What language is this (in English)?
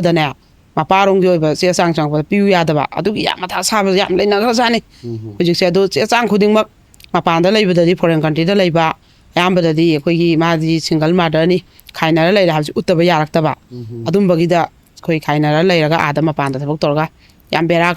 Manipuri